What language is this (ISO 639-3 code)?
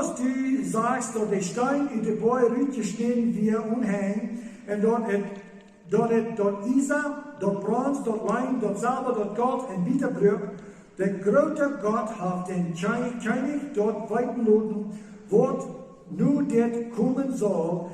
pdt